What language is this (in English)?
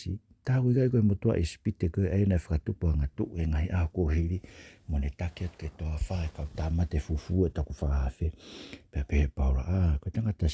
Tongan